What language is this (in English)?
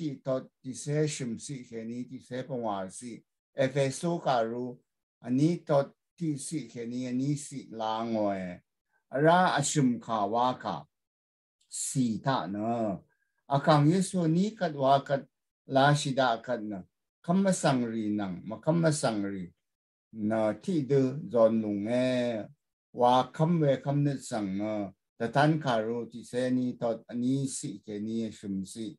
Rawang